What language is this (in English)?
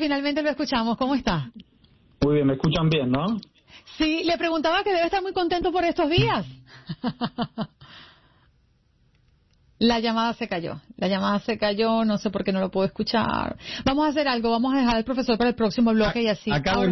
Spanish